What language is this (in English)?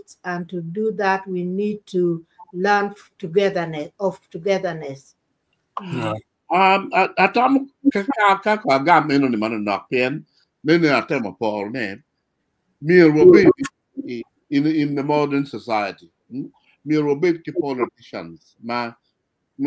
Acoli